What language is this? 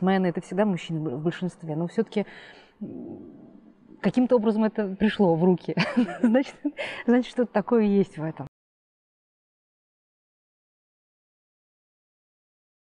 Russian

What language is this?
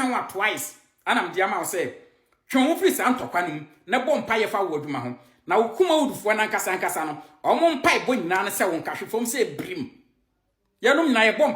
Akan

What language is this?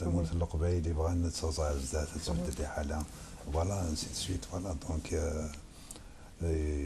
Kabyle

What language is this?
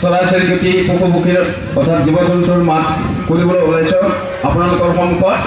Assamese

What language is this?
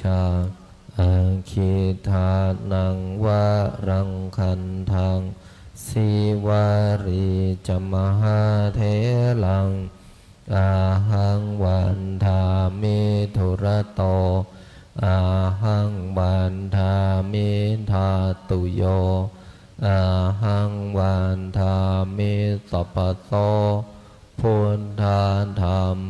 Pali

